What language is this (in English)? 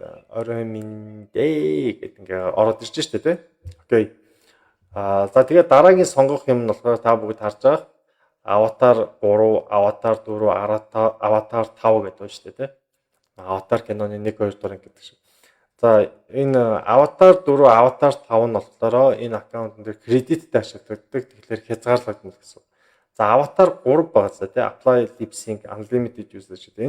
Mongolian